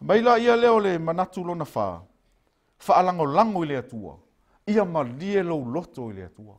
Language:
Samoan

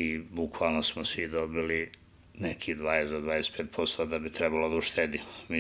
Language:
Serbian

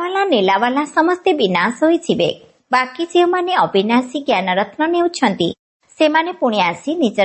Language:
Odia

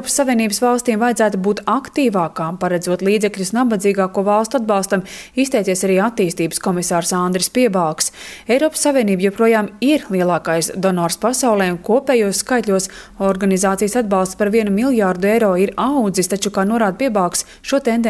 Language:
Latvian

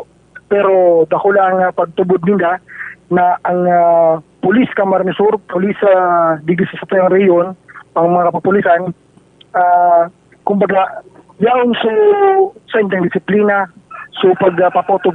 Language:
Bikol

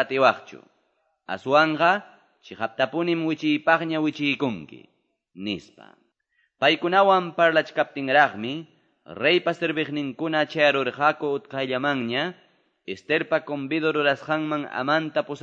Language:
Quechua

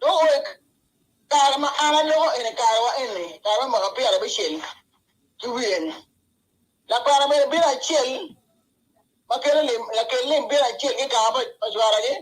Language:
Acoli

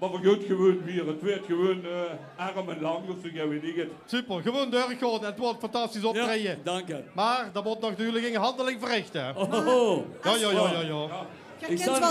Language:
Limburgish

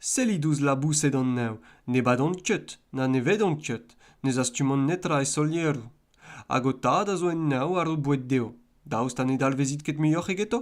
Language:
Breton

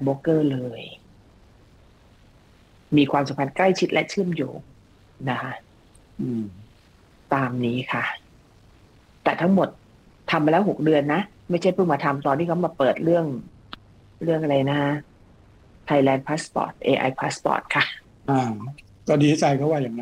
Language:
Thai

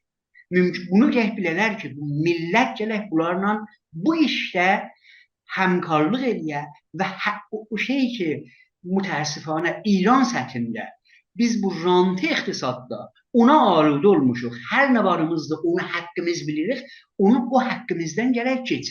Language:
South Azerbaijani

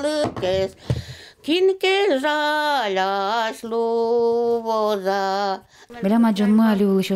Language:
Udmurt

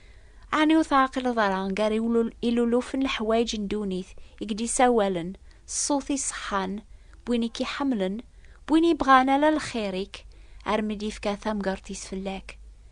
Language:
Kabyle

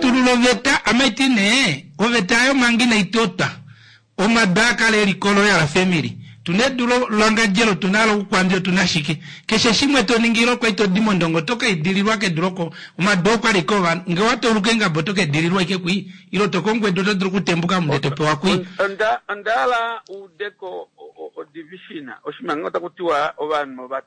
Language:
Kuanyama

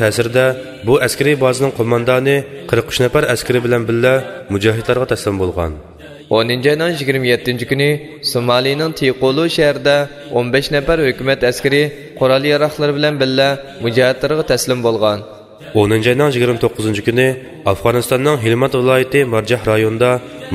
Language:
Uyghur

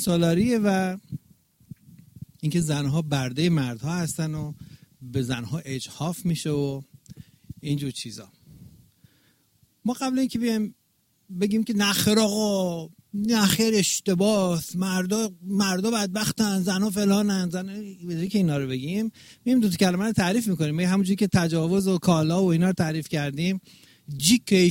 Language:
Persian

